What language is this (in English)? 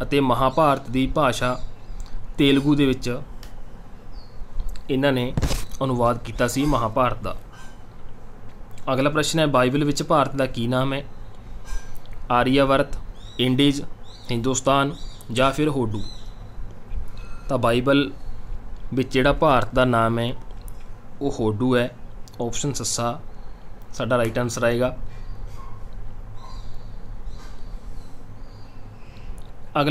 Punjabi